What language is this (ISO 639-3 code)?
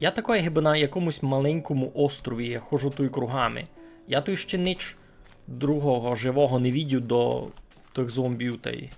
rue